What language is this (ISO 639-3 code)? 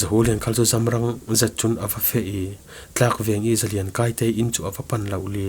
cfm